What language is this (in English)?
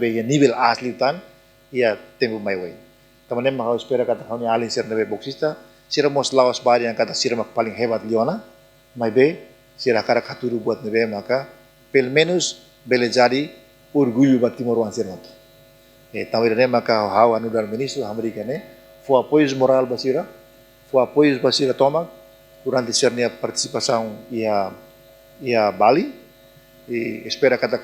Tetum